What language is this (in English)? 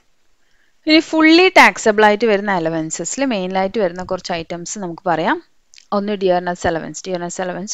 Malayalam